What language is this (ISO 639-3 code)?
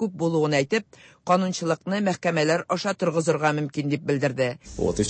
tat